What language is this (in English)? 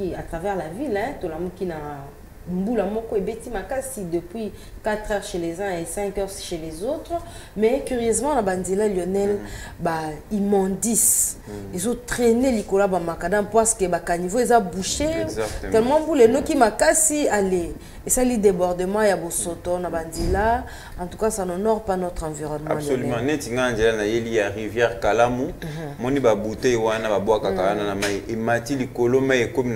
French